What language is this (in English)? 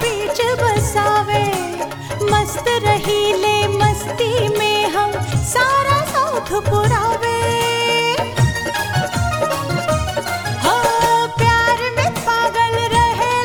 Bhojpuri